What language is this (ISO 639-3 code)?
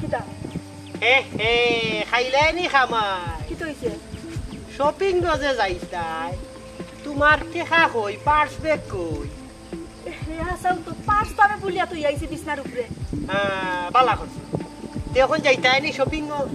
syl